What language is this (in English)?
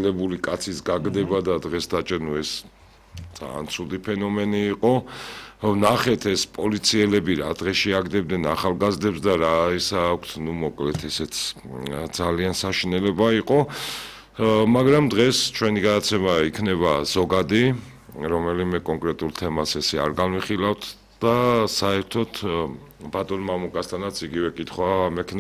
Georgian